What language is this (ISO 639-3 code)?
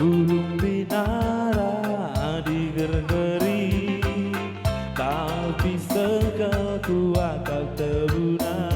btx